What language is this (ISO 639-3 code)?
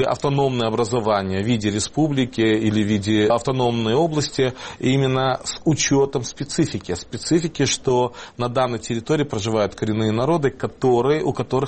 rus